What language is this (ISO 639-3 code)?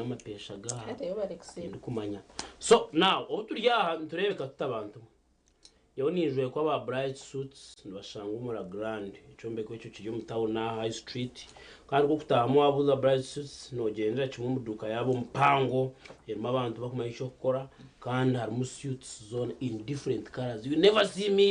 nyn